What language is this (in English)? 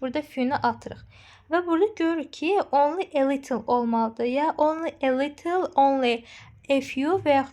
Azerbaijani